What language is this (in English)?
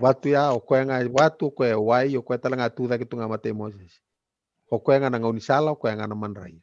Fijian